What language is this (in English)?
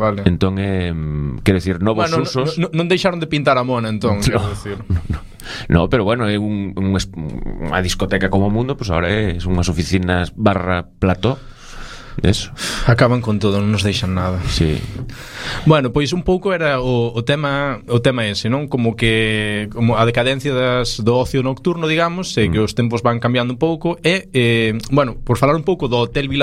Galician